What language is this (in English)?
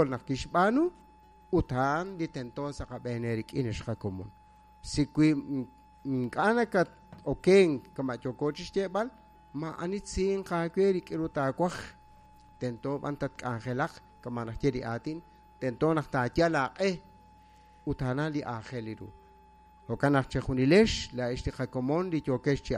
Kekchí